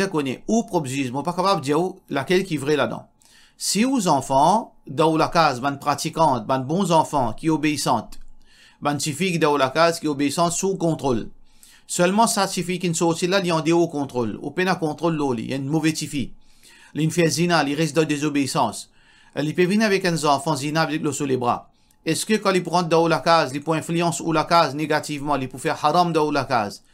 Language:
Morisyen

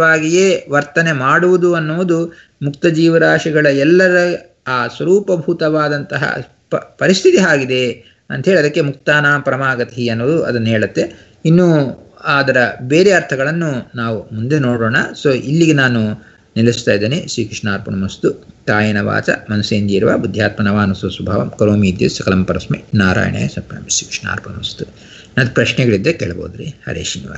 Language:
Kannada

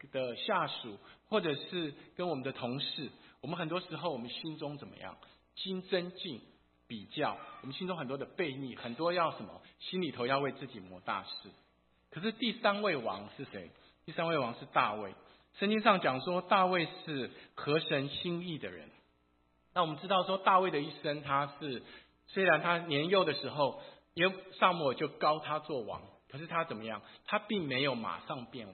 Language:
Chinese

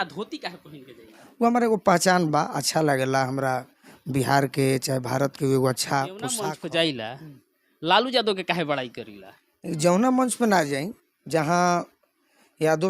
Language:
Bhojpuri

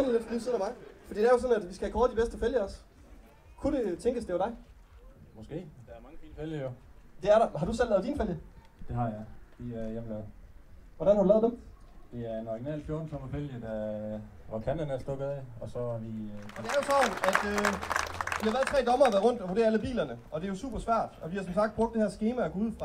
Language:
Danish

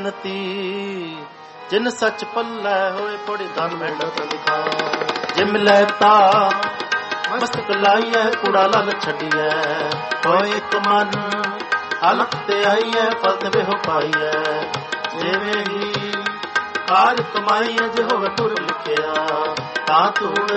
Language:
Punjabi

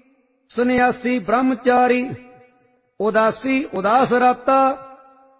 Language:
Punjabi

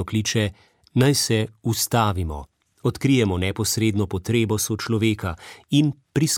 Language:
Slovenian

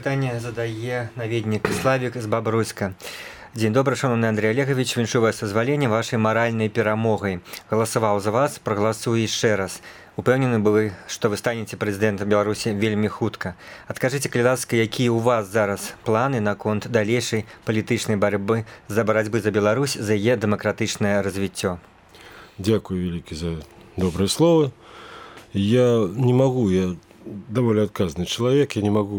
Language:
Belarusian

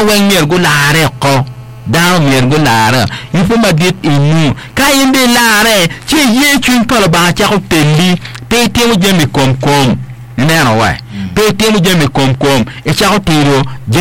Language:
Acoli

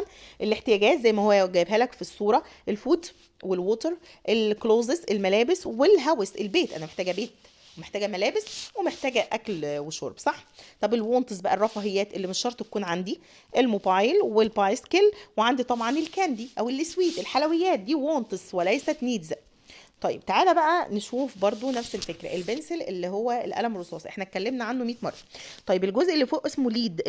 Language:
Egyptian Arabic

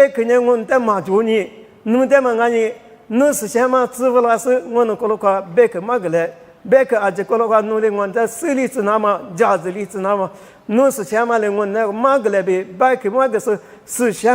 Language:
Lisu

